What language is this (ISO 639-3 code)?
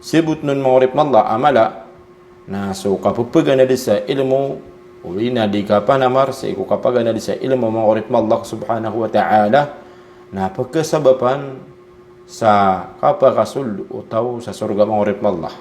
mrw